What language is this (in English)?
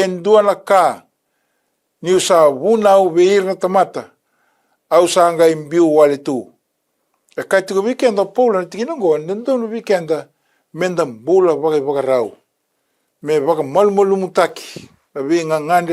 Fijian